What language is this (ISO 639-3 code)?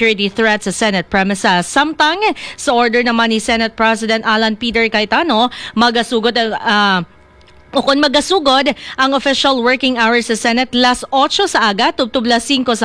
hil